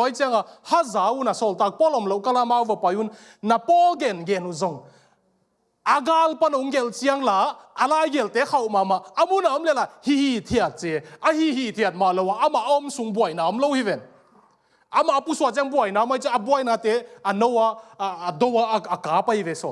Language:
Tedim Chin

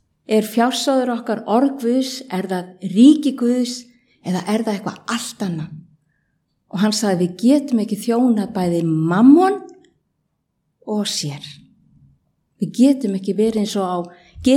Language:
Icelandic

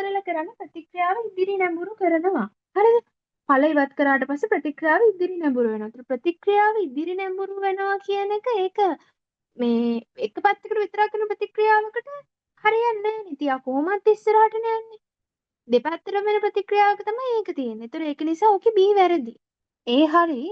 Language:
Sinhala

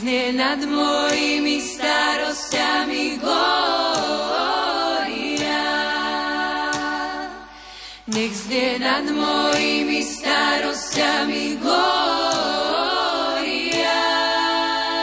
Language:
Slovak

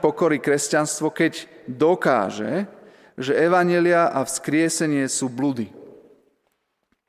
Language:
Slovak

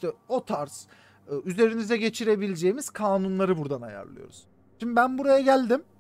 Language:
Turkish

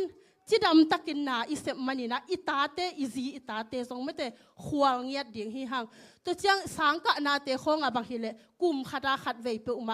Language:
Tedim Chin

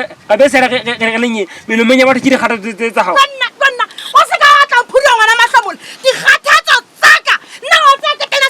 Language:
Southern Sotho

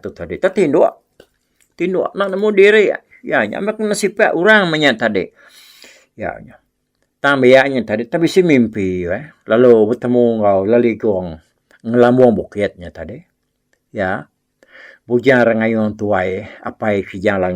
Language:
Iban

